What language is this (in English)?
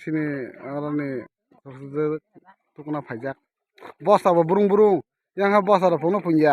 Kok Borok